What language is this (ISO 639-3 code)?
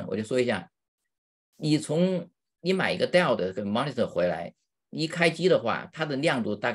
zho